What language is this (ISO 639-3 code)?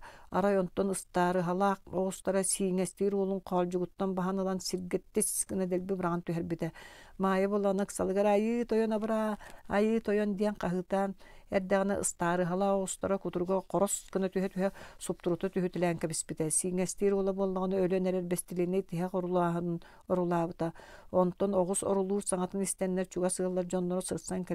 sah